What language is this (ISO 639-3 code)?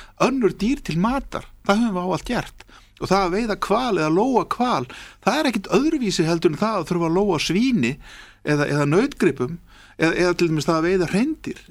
isl